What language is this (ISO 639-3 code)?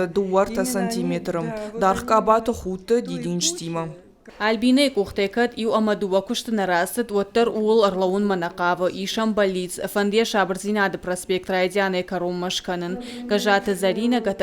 oss